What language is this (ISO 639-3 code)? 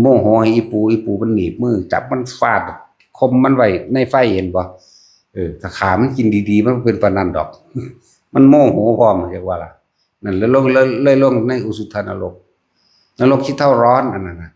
tts